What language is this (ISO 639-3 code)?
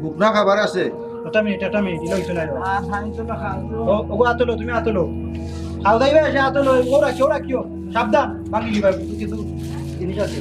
syl